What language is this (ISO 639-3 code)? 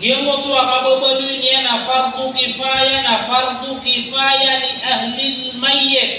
mrw